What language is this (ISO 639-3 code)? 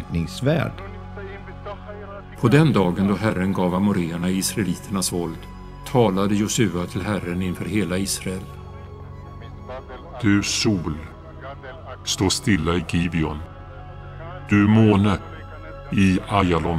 swe